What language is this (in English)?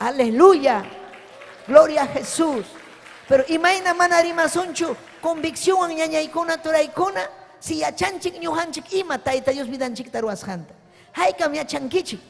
Ayacucho Quechua